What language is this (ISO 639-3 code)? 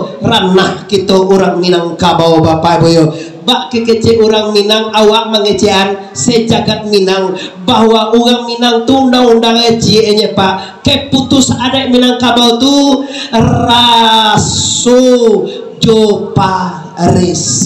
min